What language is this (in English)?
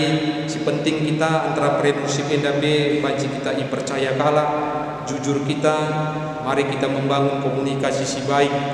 Batak Karo